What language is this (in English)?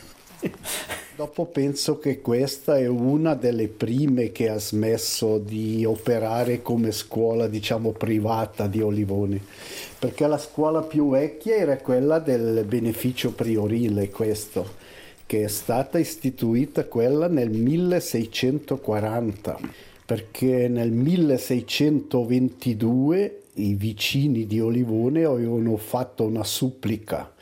Italian